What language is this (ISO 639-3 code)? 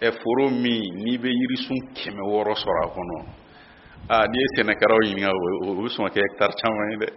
bam